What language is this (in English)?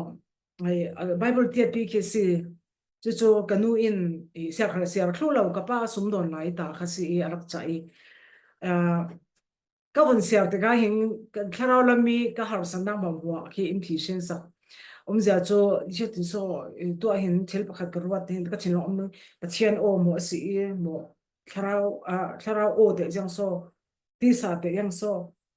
Falam Chin